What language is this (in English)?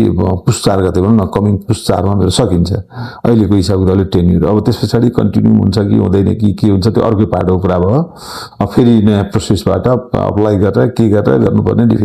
Nepali